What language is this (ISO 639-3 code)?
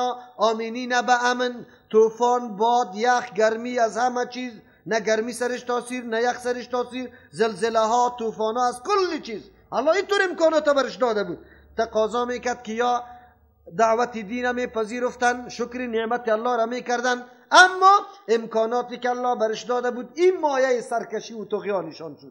fas